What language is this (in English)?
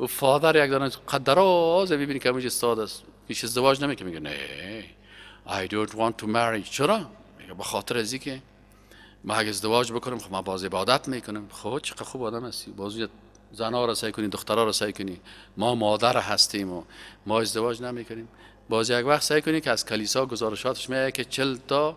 Persian